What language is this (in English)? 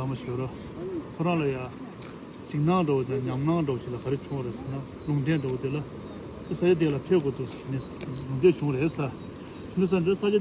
Tibetan